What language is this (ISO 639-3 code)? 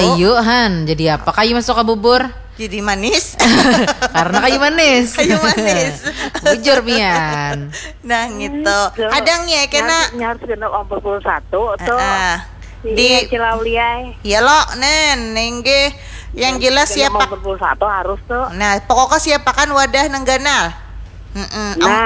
bjn